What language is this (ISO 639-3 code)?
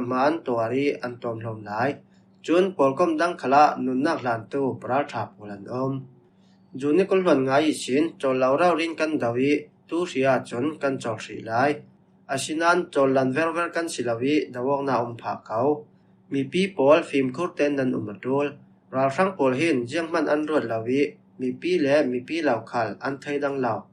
cfm